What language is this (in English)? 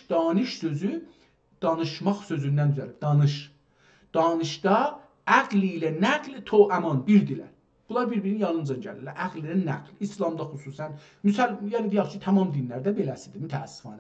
South Azerbaijani